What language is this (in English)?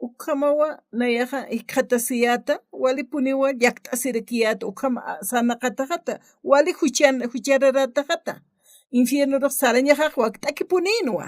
Aymara